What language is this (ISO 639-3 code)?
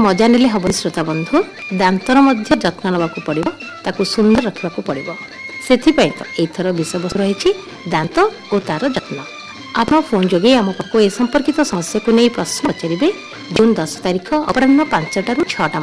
ori